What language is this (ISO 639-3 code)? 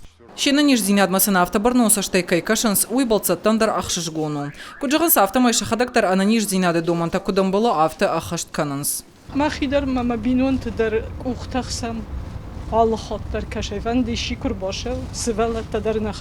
oss